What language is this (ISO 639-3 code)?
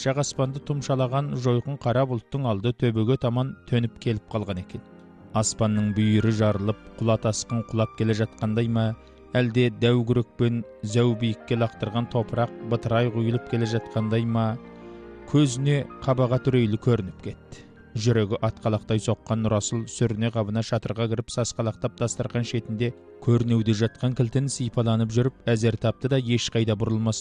kaz